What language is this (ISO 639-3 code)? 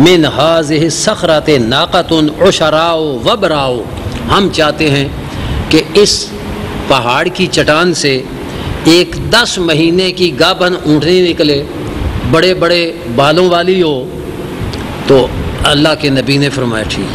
urd